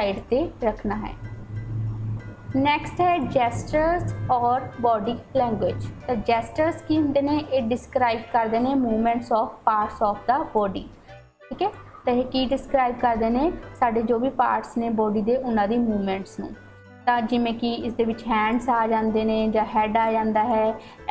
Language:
Punjabi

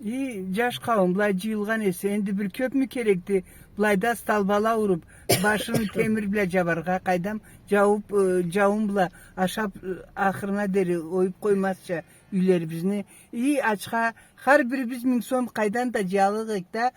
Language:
Karachay-Balkar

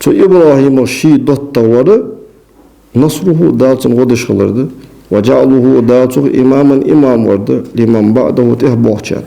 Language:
Ingush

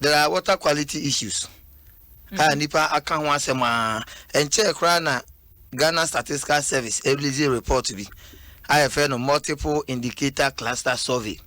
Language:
Akan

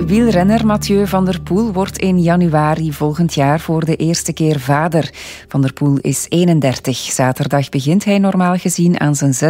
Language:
Dutch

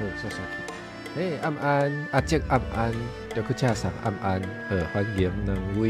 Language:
Min Nan Chinese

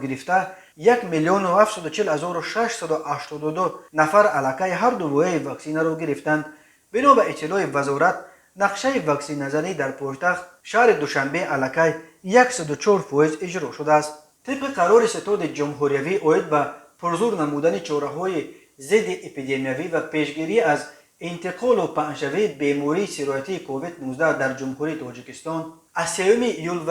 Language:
Tajik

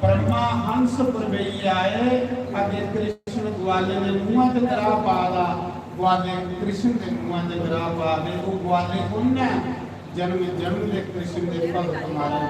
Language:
Dogri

